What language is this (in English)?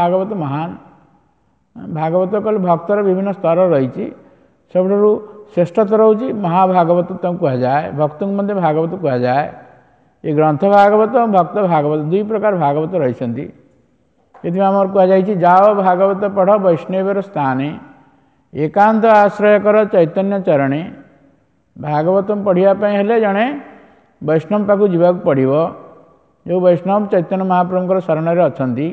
Odia